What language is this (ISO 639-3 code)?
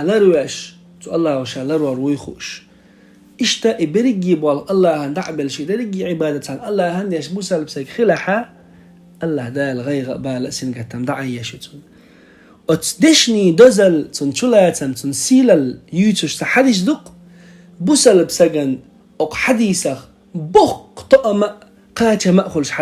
che